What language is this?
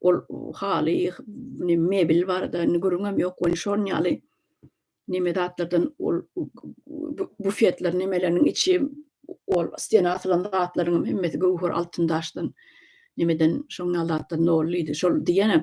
Turkmen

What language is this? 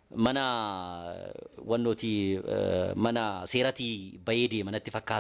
Oromo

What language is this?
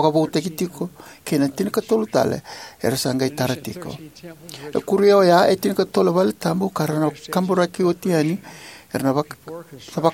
Fijian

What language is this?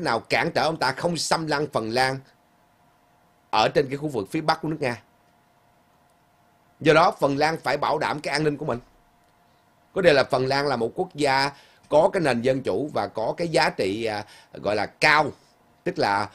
Vietnamese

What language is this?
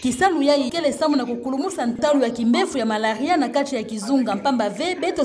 Kituba (Democratic Republic of Congo)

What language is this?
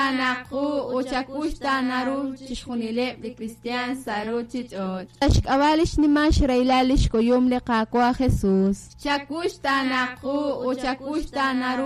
Kekchí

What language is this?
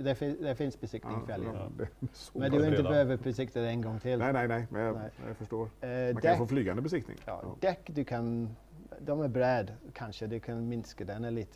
Swedish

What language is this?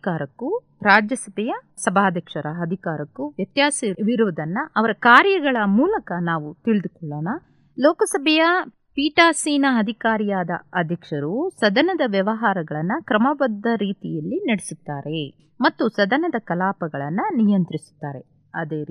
Kannada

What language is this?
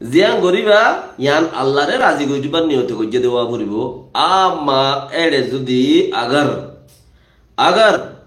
Rohingya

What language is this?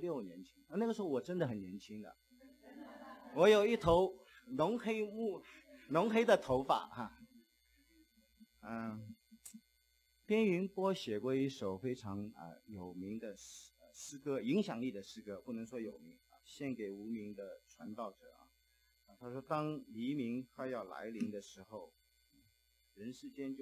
Chinese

